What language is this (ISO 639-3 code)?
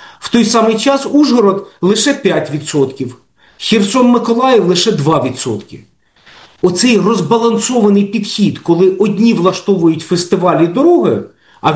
ukr